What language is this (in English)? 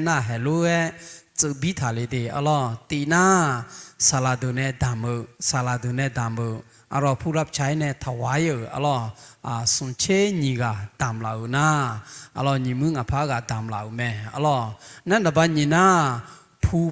Akha